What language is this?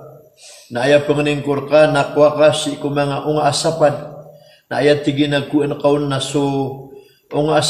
Maranao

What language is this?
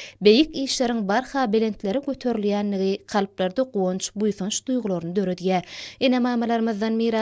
Turkmen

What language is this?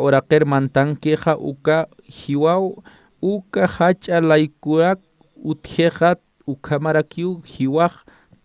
Aymara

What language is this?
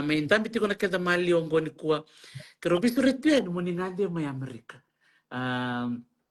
Fijian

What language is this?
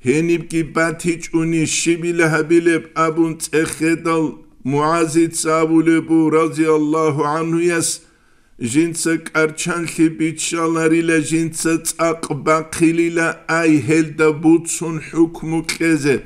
Avaric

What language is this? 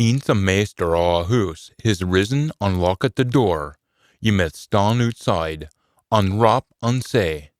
Scots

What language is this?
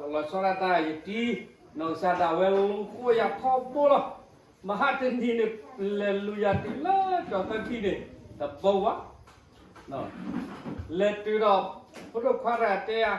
S'gaw Karen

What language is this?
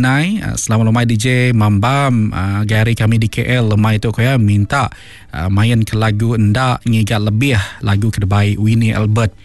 Iban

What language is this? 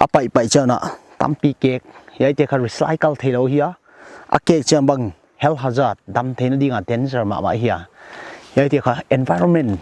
Paite Chin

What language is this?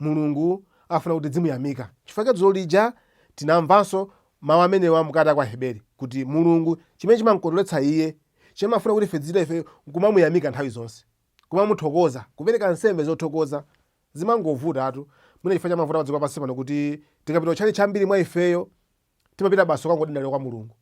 Nyanja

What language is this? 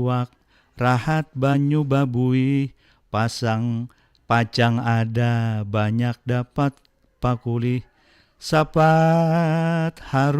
Banjar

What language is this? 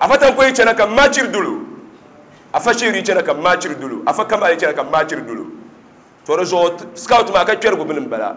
Dagbani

